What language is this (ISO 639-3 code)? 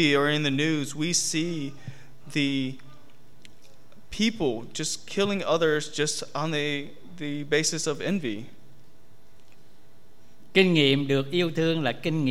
vie